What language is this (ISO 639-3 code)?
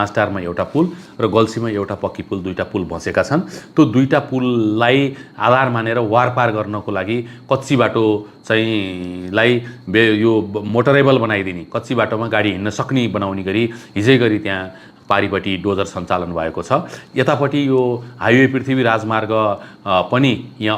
nep